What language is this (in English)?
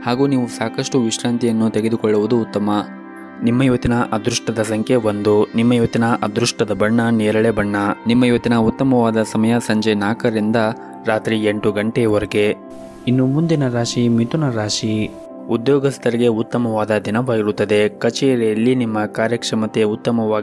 Kannada